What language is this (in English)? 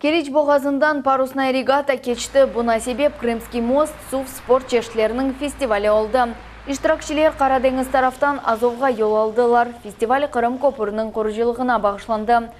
Crimean Tatar